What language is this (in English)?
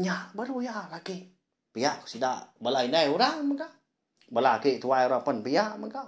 Iban